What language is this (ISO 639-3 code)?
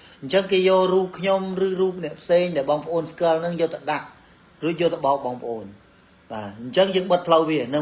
khm